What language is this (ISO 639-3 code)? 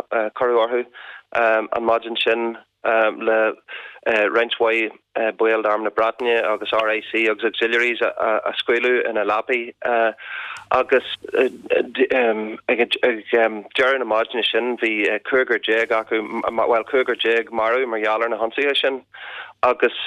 gle